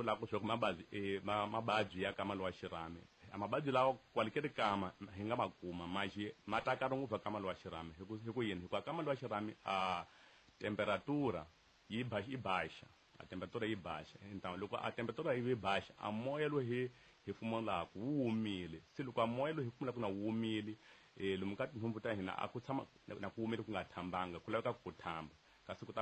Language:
Tsonga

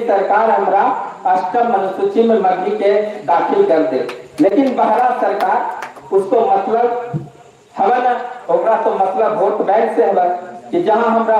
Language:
Magahi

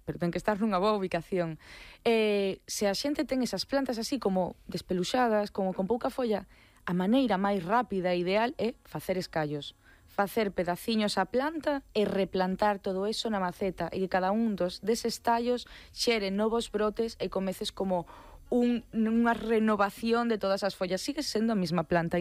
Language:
Galician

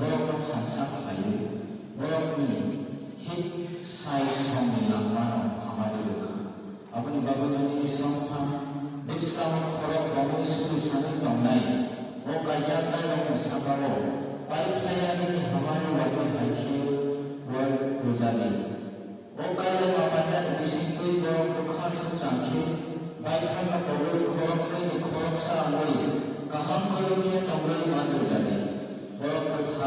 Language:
Kok Borok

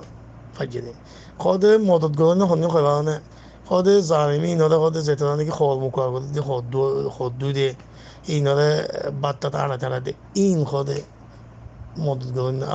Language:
Rohingya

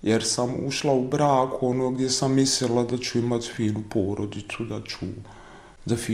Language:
Bosnian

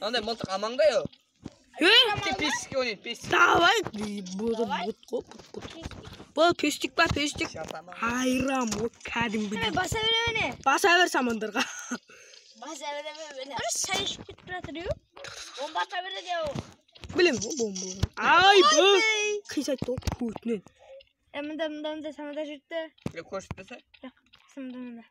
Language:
Kara-Kalpak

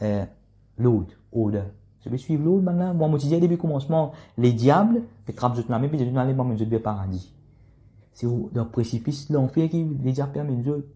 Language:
Morisyen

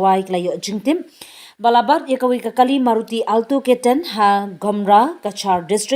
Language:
Khasi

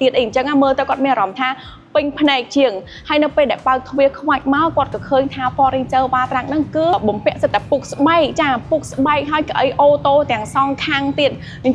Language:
Khmer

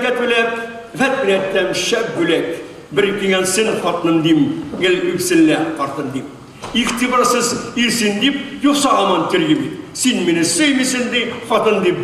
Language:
Tatar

